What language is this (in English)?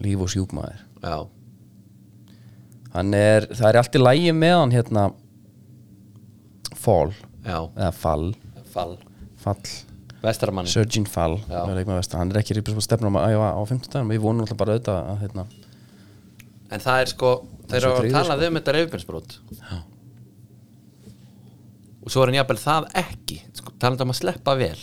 Icelandic